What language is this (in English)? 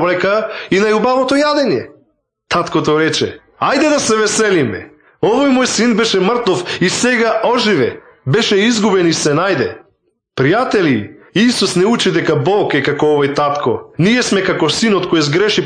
Macedonian